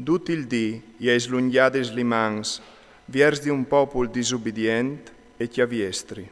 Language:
Friulian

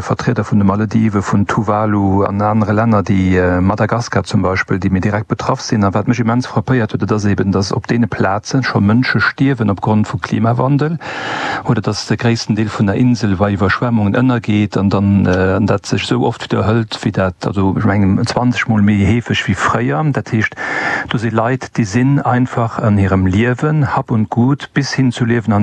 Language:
Luxembourgish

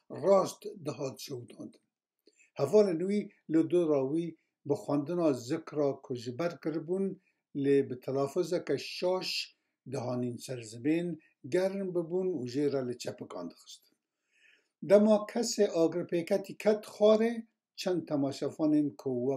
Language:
Kurdish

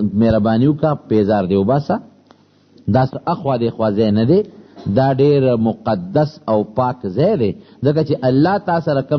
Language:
Pashto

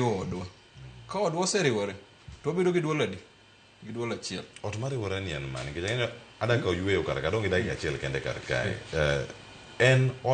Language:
Luo (Kenya and Tanzania)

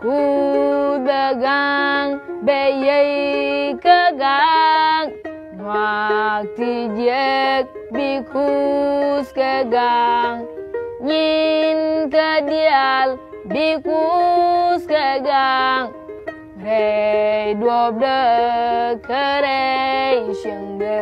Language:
Nuer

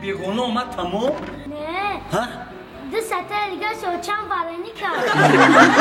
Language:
Tajik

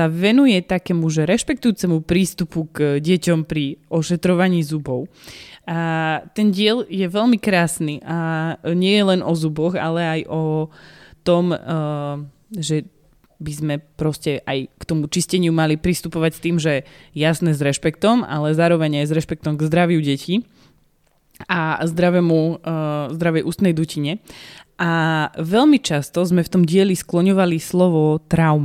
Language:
Slovak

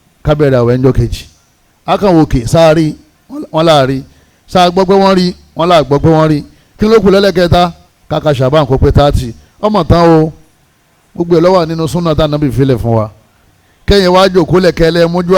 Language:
Yoruba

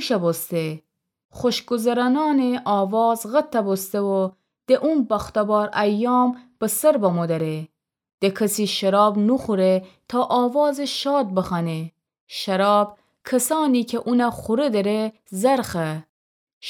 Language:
Gilaki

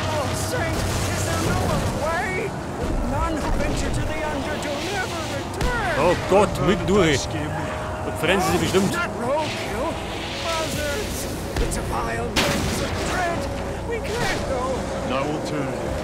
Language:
Bavarian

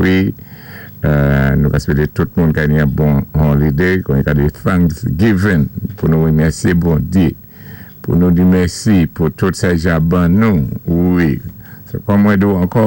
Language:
Saint Lucian Creole French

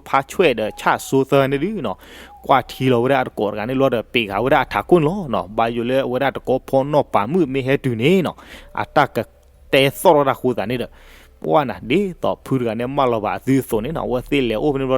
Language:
S'gaw Karen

